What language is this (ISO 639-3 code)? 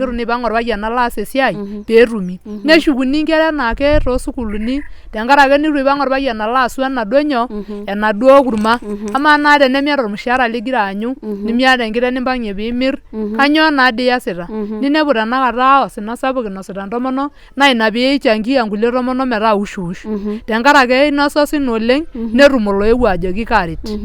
mas